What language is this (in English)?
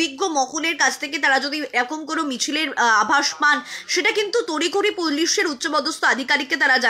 Bangla